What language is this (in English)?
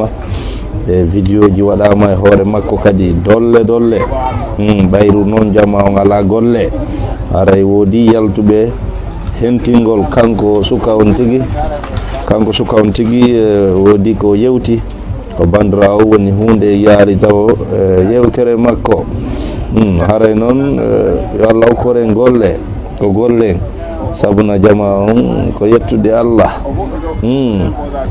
Fula